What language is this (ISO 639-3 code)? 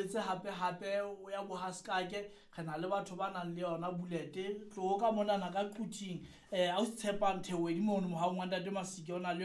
sot